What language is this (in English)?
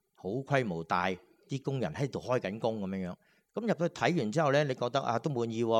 Cantonese